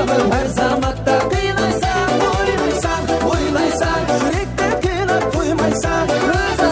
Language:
Kara-Kalpak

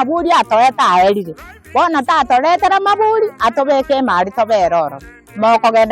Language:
Gusii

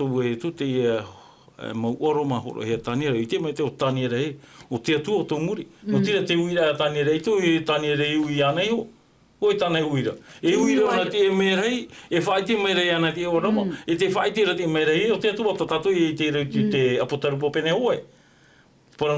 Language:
Tahitian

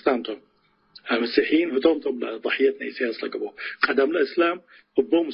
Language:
Tigre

